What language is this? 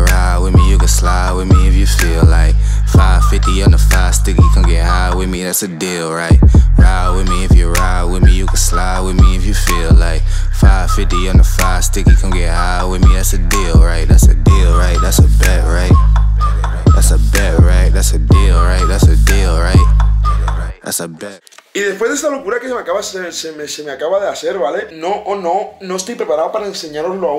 Spanish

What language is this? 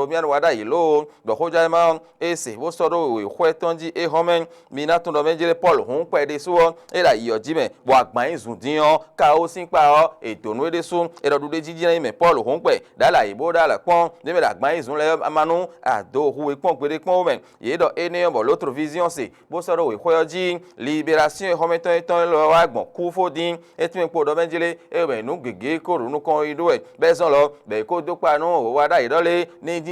Fon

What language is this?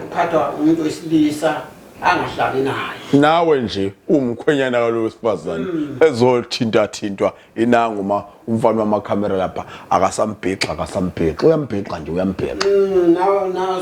Zulu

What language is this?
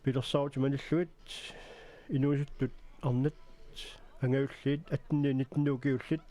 Kalaallisut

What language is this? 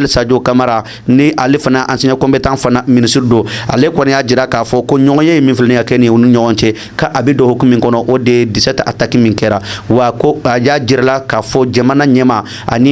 Bambara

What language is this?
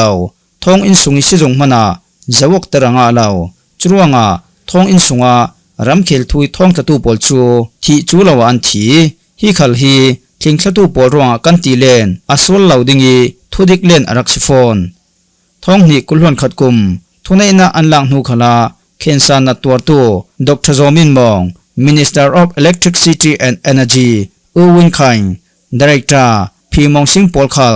Falam Chin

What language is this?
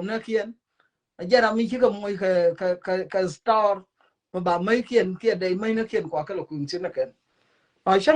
Nuer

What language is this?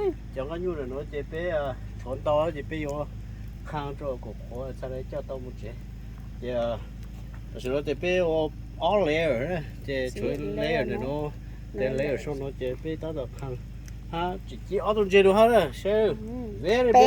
Hmong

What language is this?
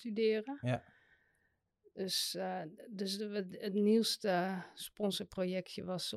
Dutch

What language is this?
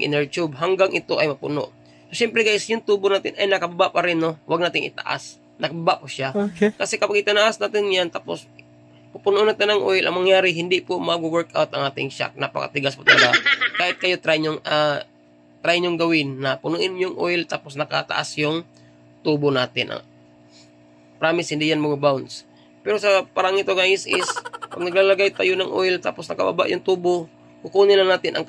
Filipino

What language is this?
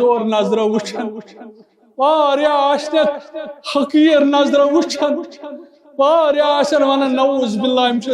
Kashmiri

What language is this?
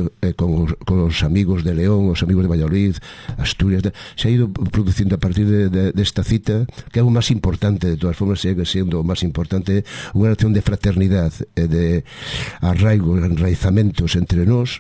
Galician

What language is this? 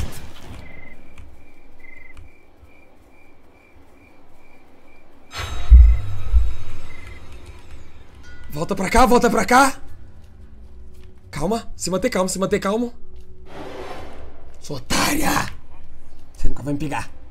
Portuguese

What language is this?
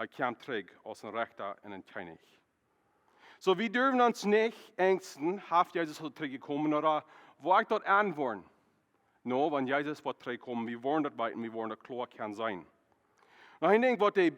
Plautdietsch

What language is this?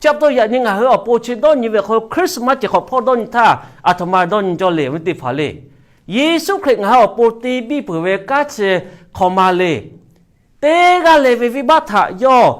Lahu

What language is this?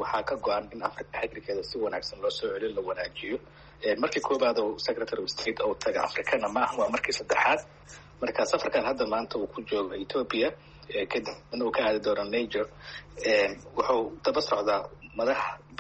Somali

